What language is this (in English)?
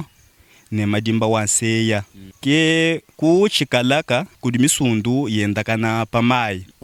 Luba-Lulua